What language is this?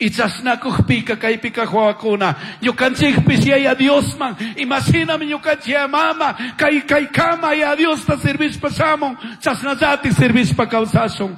Chimborazo Highland Quichua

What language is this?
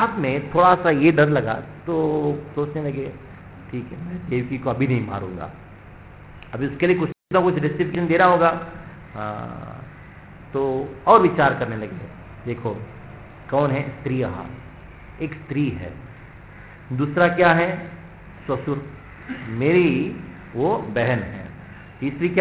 Hindi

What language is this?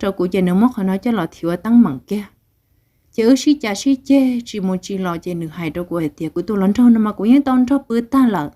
Hmong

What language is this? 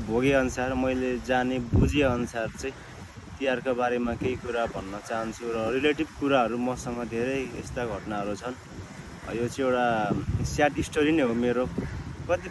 Nepali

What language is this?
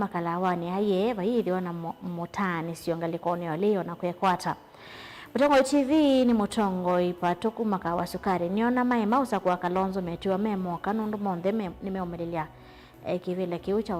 Kamba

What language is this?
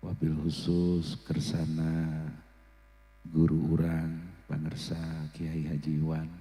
Sundanese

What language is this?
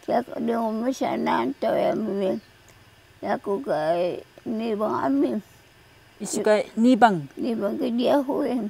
Taroko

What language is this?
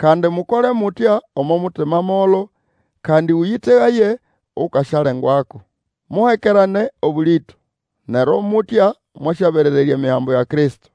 Nande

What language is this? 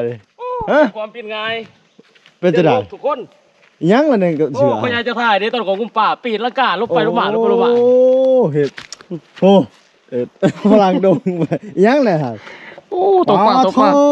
Lao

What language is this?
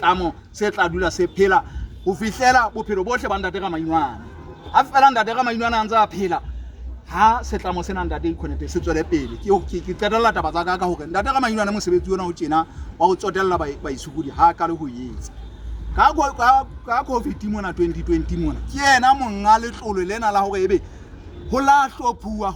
Southern Sotho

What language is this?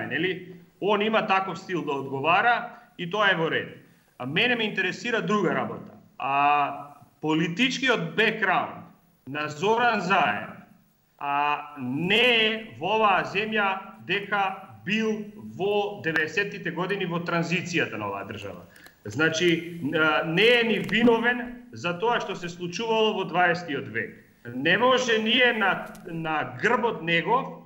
Macedonian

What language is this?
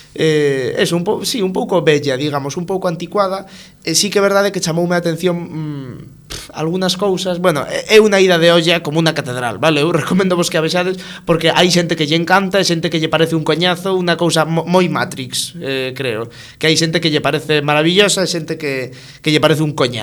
Galician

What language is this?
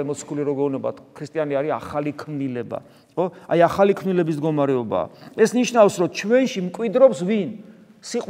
Georgian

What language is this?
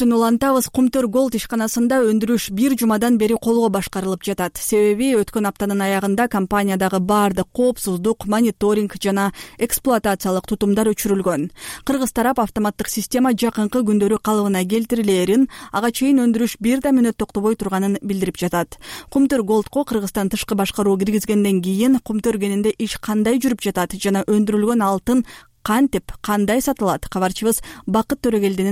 Kyrgyz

